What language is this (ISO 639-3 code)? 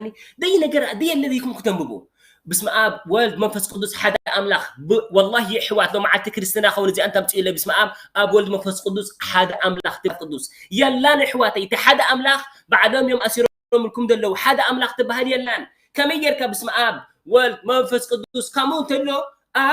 tir